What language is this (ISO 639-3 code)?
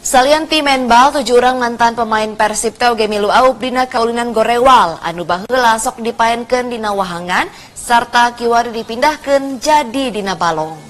sun